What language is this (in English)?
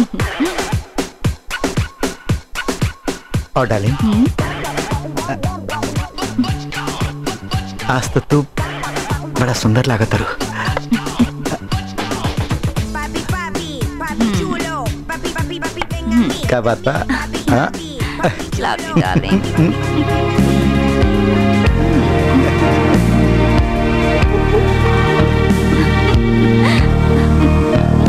Bhojpuri